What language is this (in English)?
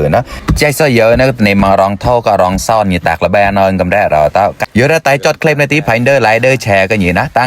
Mon